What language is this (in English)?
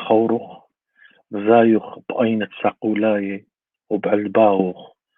Assyrian Neo-Aramaic